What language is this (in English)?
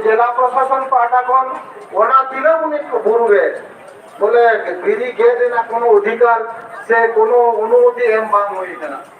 Santali